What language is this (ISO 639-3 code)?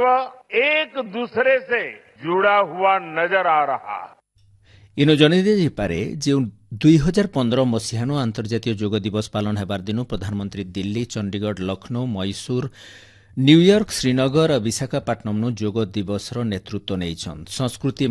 ori